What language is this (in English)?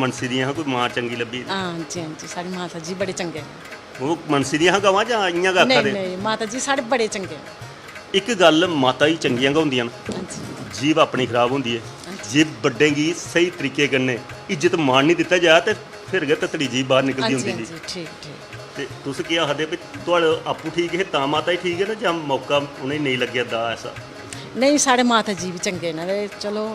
Dogri